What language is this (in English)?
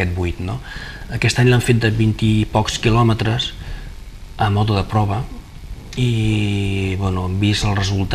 Catalan